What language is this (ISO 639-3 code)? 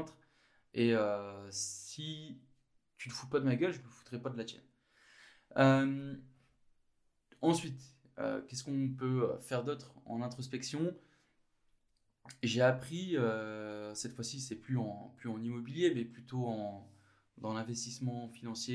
fra